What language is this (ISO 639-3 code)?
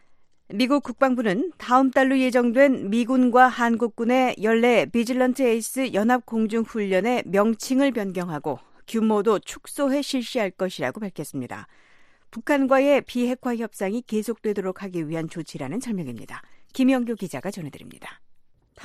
kor